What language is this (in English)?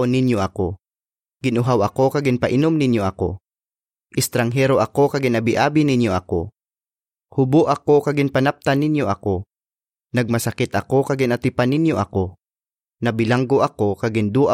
Hiligaynon